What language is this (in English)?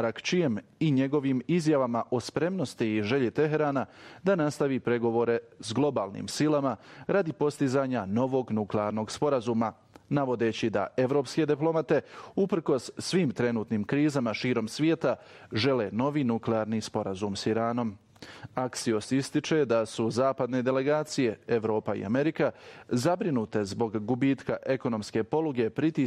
Bosnian